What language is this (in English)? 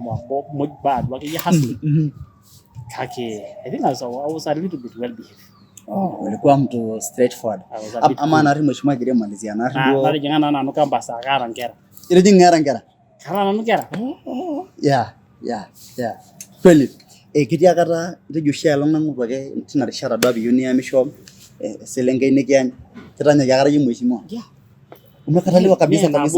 Masai